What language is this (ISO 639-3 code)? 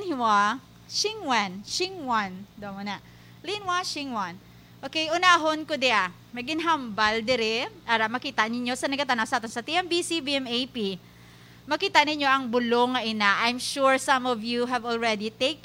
hil